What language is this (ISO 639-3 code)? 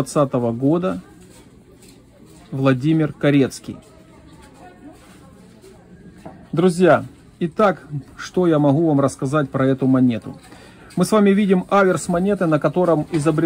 rus